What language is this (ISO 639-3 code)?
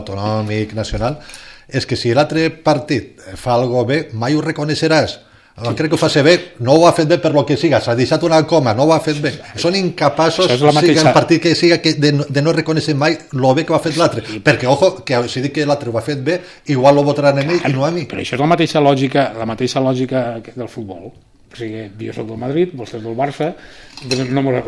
cat